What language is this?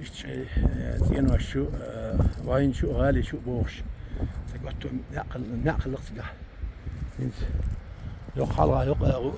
Chechen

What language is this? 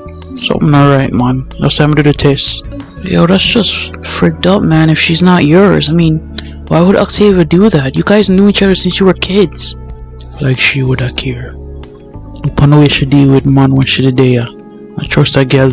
Jamaican Creole English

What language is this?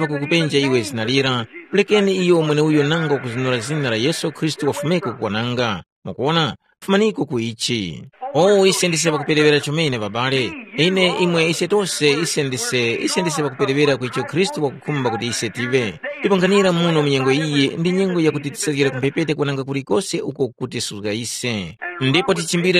Tumbuka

